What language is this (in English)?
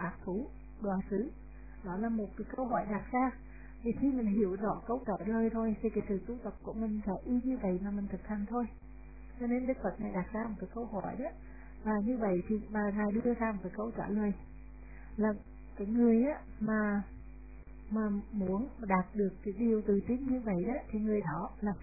Vietnamese